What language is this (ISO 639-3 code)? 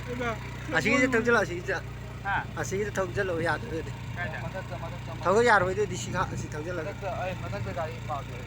mni